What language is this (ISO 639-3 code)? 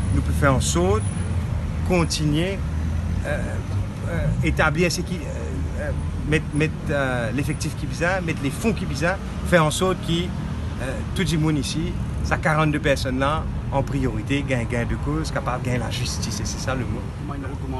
mfe